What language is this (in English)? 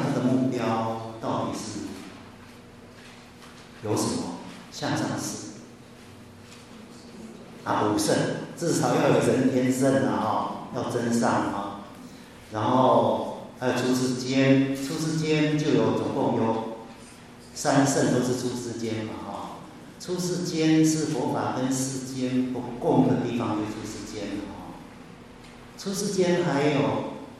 Chinese